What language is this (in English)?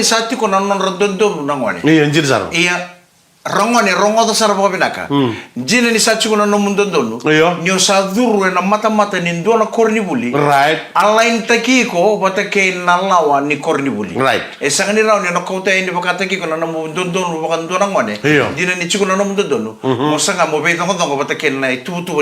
Fijian